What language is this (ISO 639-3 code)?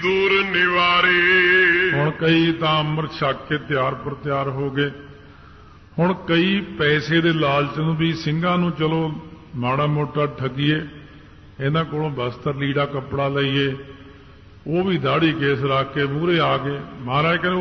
pan